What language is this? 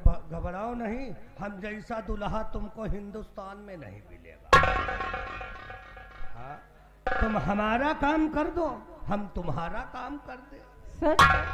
Hindi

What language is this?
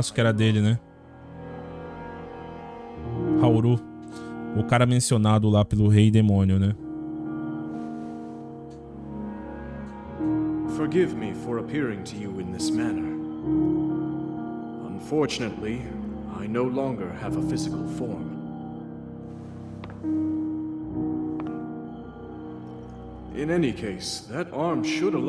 Portuguese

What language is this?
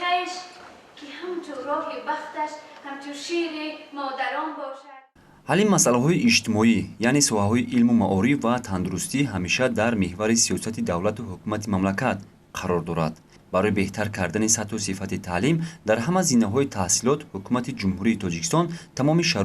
Tajik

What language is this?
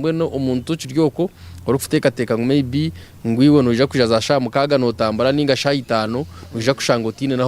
Nyankole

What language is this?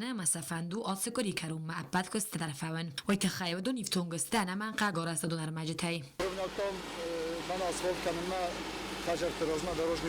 Ossetic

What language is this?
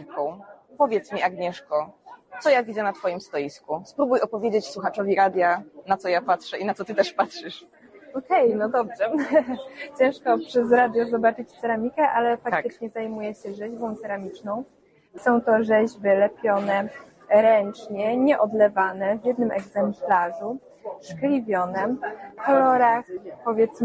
Polish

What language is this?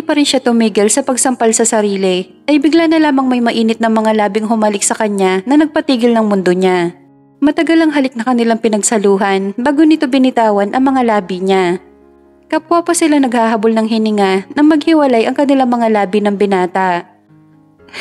Filipino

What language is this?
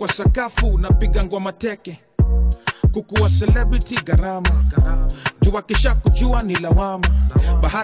Swahili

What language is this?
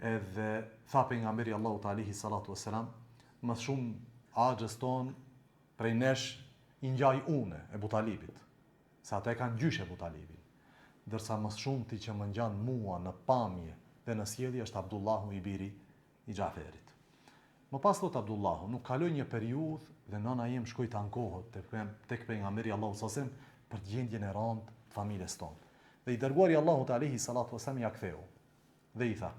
Albanian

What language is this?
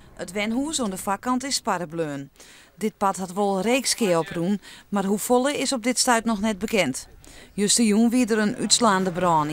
Western Frisian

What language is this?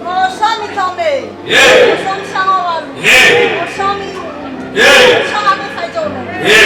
Nias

